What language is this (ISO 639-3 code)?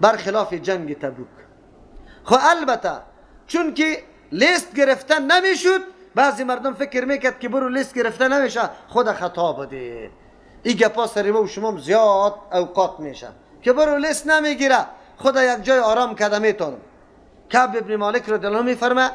fas